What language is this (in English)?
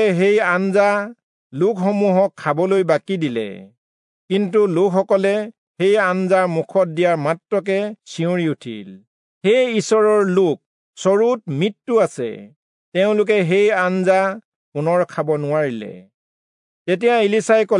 Assamese